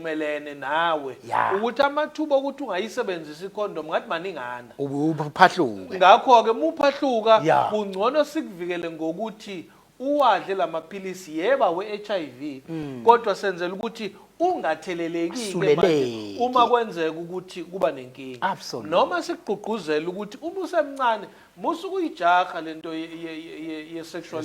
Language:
Zulu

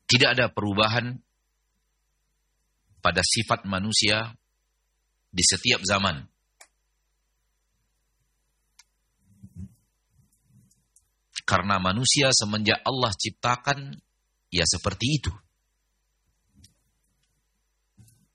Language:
Indonesian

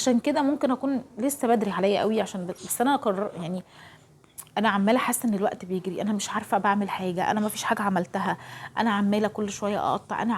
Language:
Egyptian Arabic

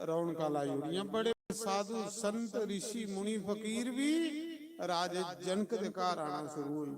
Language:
Dogri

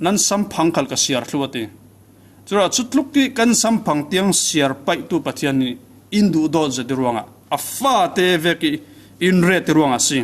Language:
Falam Chin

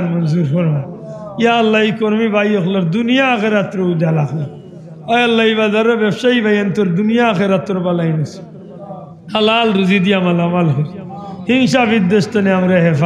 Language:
Sylheti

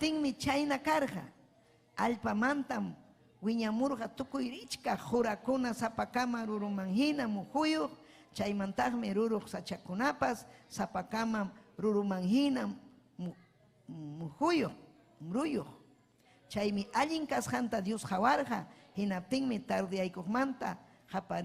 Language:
Ayacucho Quechua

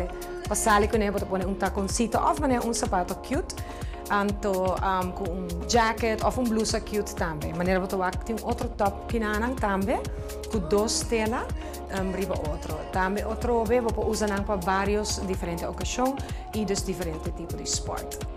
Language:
Papiamento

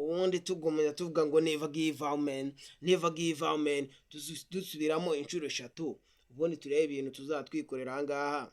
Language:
Kinyarwanda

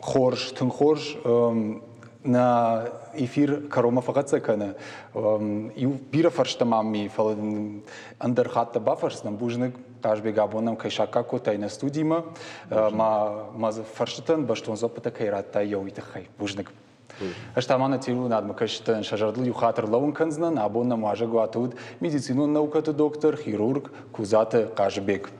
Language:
Ossetic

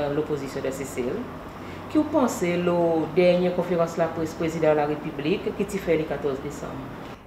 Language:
Seselwa Creole French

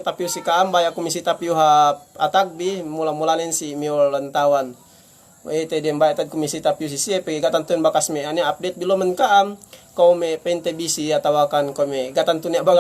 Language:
Yakan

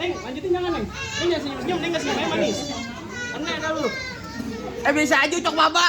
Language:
Betawi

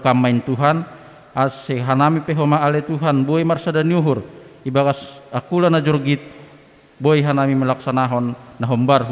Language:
Batak Simalungun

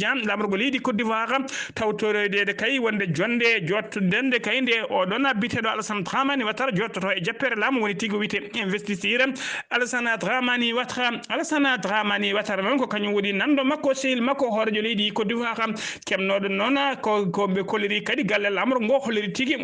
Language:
Fula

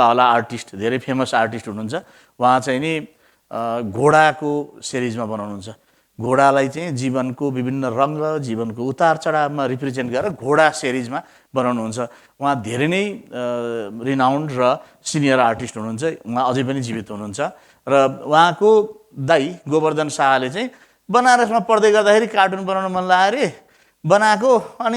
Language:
Nepali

